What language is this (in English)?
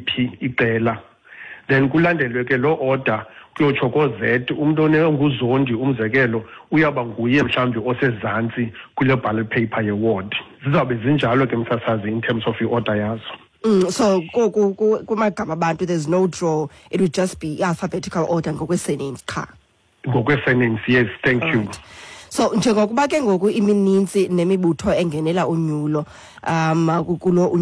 Xhosa